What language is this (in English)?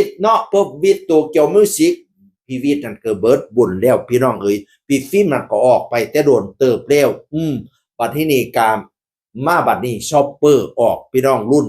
Northeastern Thai